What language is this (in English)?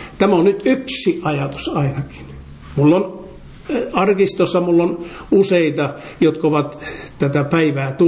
Finnish